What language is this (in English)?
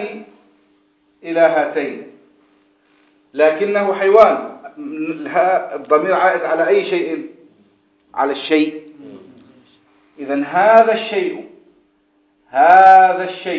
Arabic